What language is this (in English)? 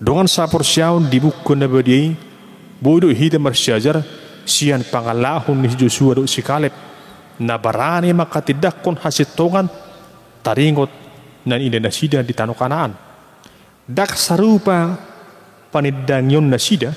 Batak Toba